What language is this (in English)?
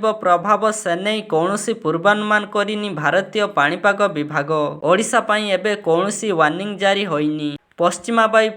Odia